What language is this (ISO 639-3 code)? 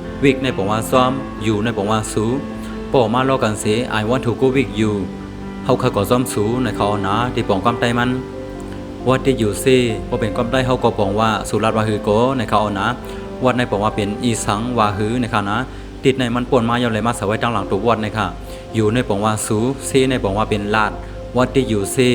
shn